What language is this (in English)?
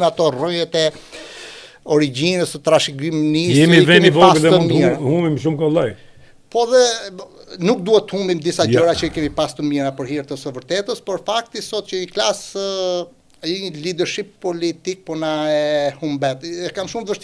Albanian